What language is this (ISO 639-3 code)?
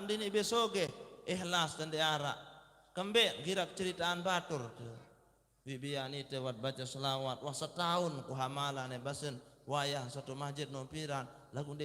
sas